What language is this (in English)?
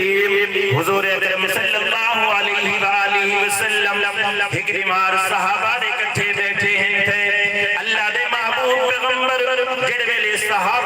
Saraiki